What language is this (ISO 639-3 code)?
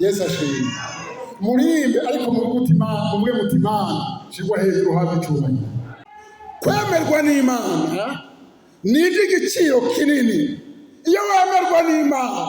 run